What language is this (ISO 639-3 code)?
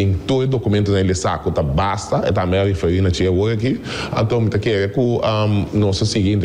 pap